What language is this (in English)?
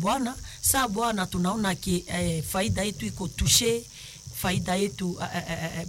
Swahili